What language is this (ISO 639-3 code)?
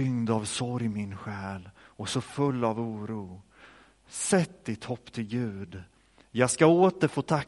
swe